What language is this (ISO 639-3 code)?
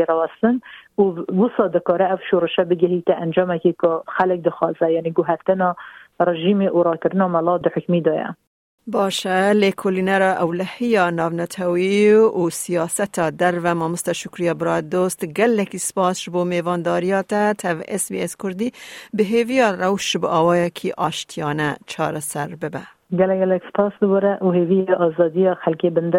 kur